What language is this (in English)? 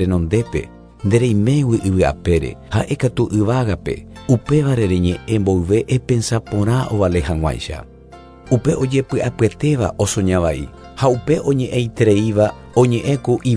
Guarani